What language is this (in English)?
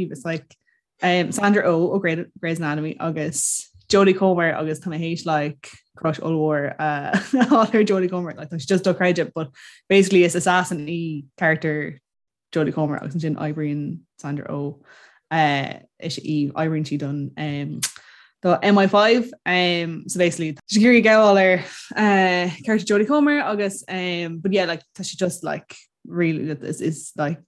Irish